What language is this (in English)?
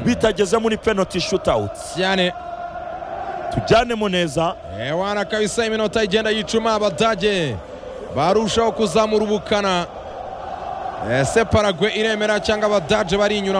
Kinyarwanda